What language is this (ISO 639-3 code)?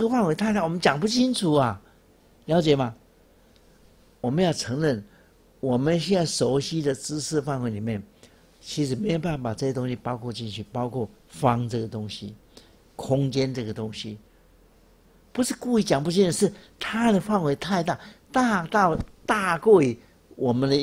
zho